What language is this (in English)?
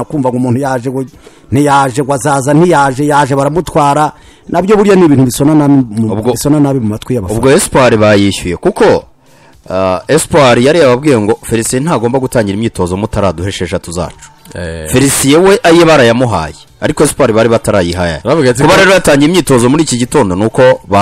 Kinyarwanda